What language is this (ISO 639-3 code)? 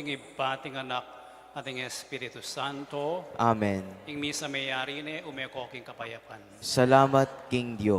pam